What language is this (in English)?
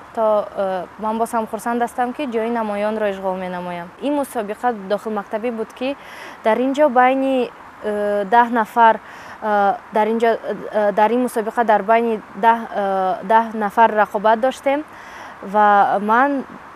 Tajik